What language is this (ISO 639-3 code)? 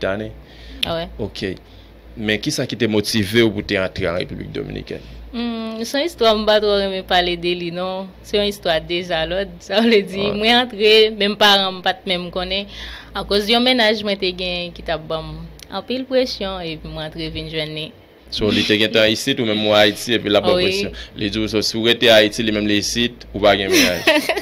hat